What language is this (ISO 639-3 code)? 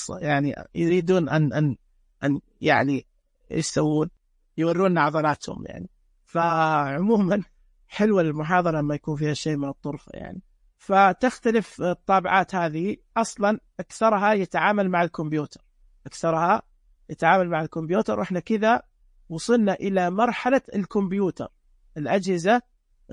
ars